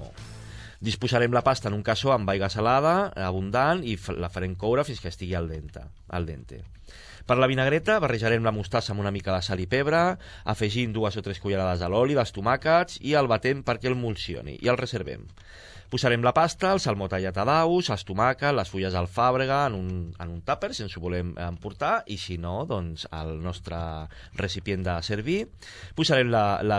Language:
Catalan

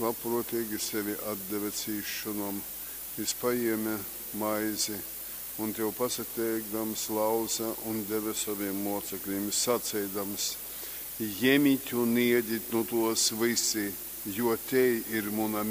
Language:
Latgalian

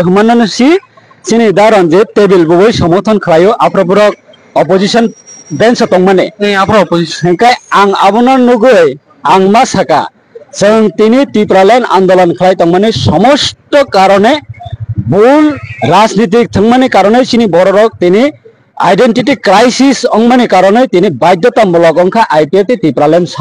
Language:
Kok Borok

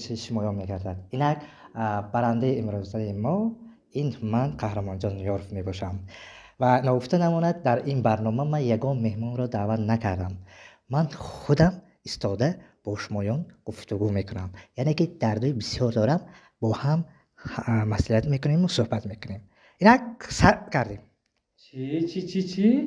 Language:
Tajik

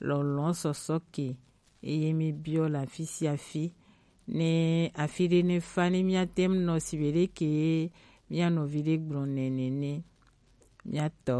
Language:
Gen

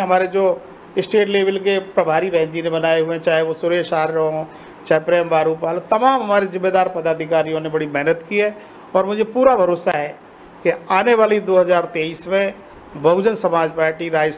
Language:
Hindi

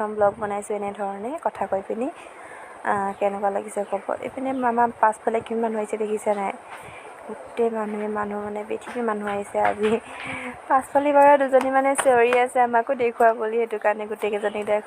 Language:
Assamese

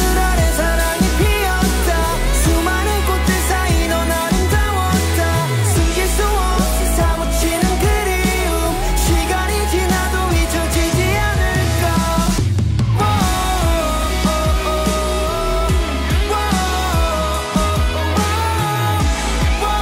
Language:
Korean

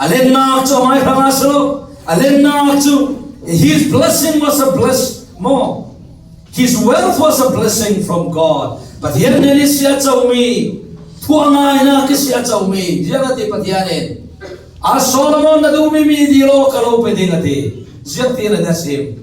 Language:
Falam Chin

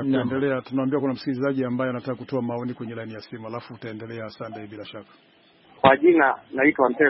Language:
Swahili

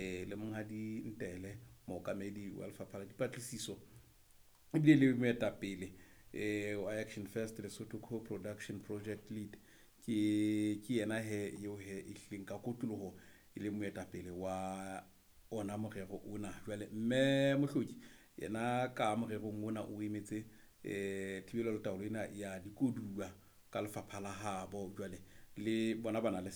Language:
Southern Sotho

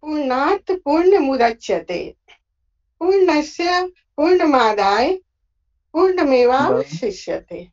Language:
Sanskrit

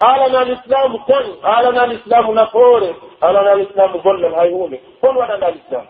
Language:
Pular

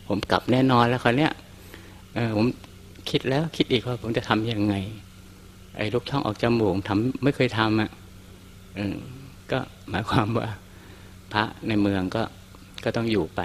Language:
Thai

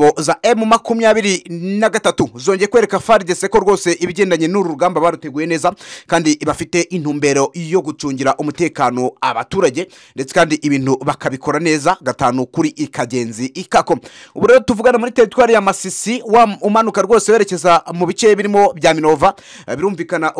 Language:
Kinyarwanda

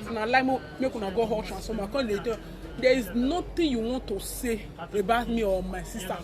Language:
Nigerian Pidgin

